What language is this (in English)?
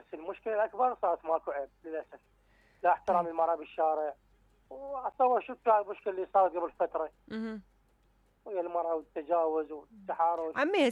Mesopotamian Arabic